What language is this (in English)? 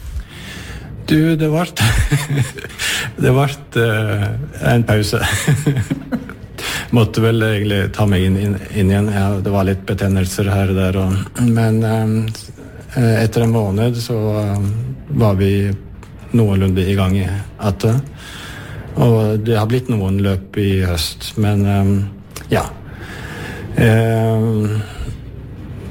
Norwegian